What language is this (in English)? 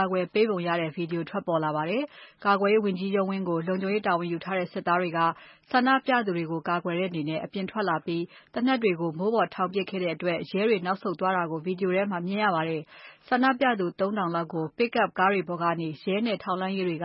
Burmese